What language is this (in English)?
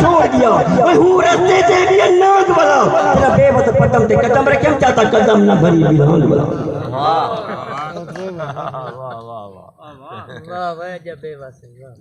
Saraiki